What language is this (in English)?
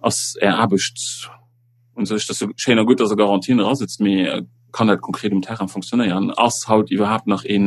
Luxembourgish